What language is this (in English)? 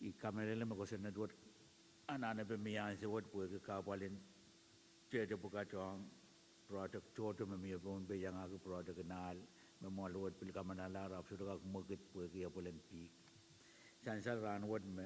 Pohnpeian